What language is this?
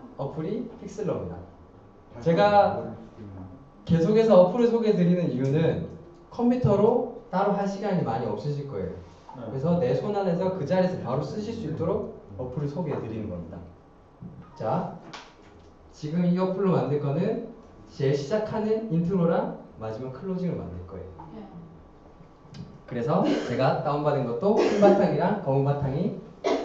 Korean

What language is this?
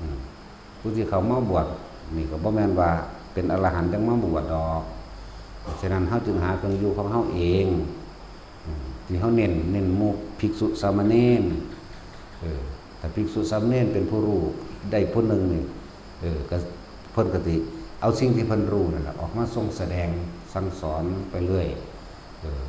Northeastern Thai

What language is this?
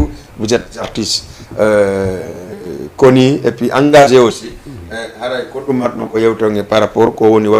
Fula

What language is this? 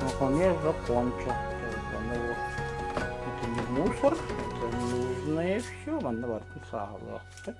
Yakut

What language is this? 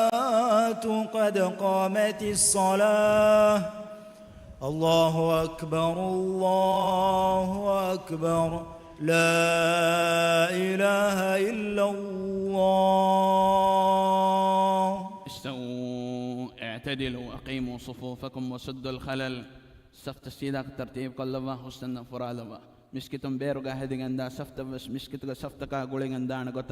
Divehi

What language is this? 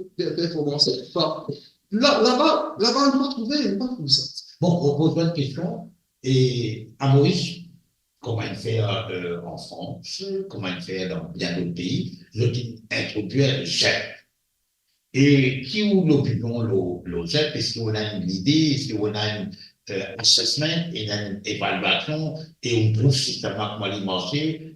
Morisyen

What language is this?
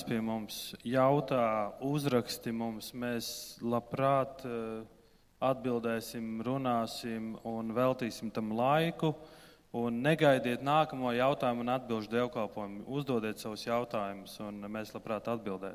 Latvian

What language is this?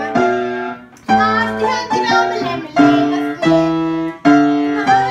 Icelandic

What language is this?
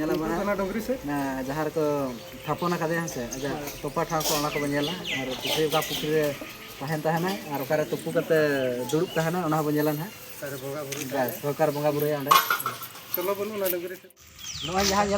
Santali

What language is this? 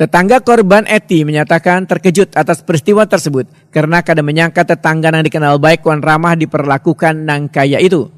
Banjar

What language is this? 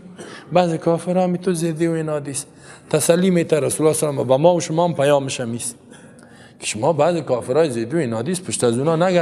Persian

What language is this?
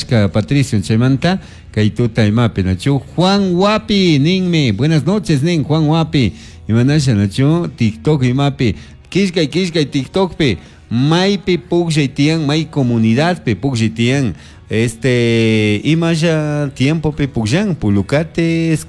Chimborazo Highland Quichua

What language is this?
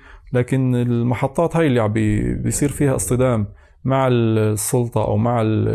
North Levantine Arabic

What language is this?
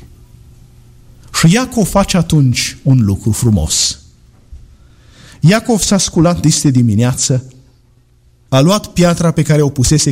Romanian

